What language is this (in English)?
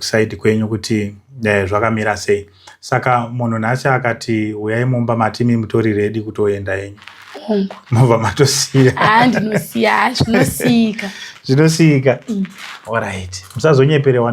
Shona